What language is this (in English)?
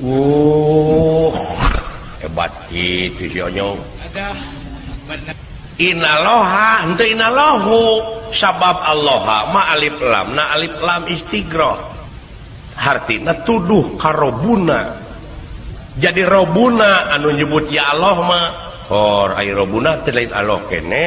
Sundanese